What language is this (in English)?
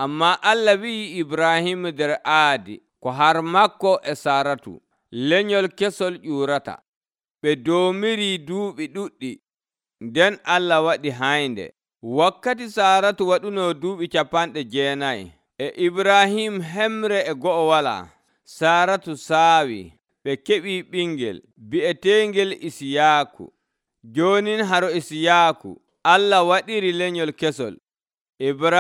Nigerian Fulfulde